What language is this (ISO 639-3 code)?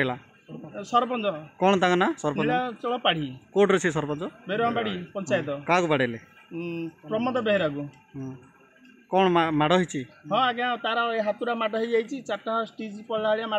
ori